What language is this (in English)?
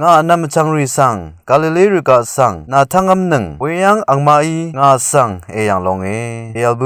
Rawang